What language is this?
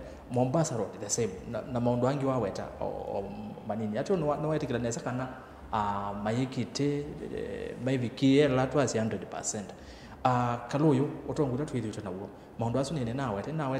Kamba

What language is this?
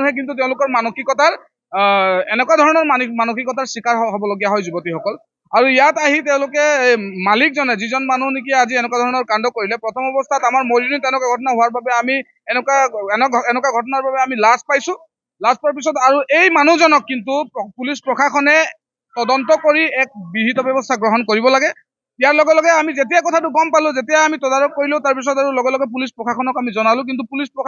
Assamese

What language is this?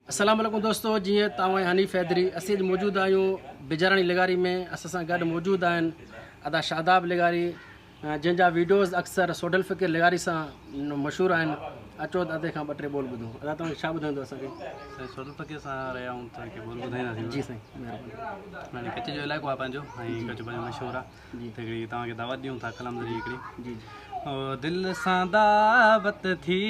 Sindhi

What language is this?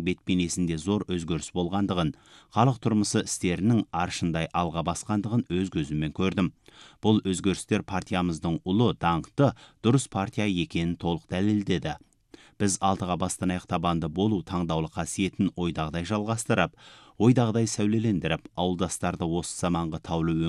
Kazakh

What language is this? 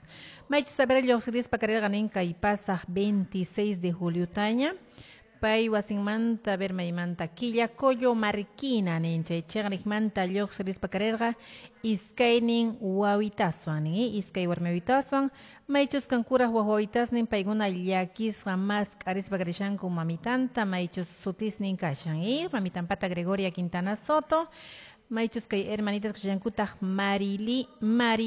Quechua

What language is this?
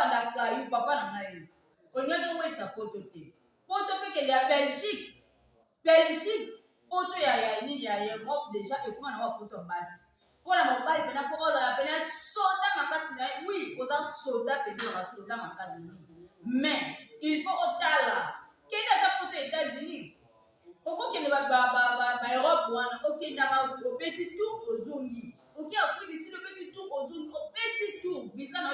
Lingala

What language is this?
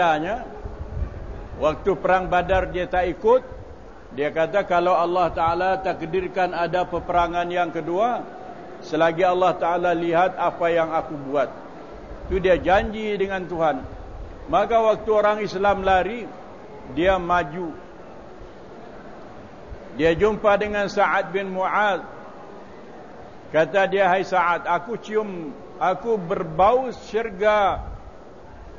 Malay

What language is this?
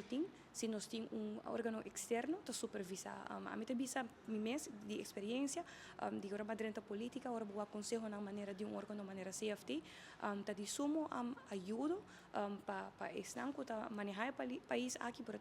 Papiamento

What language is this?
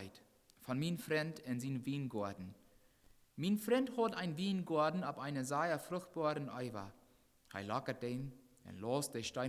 Plautdietsch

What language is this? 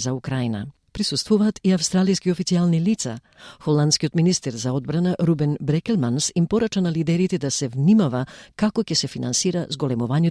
Macedonian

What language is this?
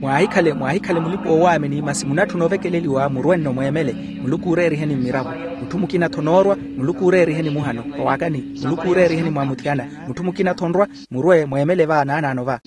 Makhuwa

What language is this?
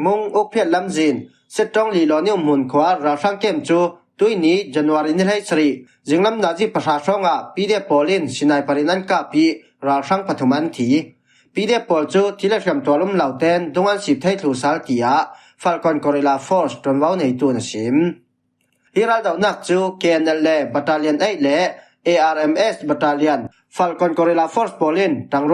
Falam Chin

